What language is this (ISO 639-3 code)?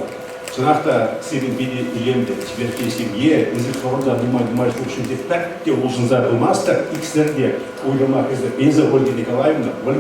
chv